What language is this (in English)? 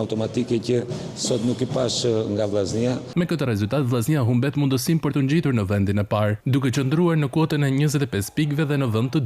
Albanian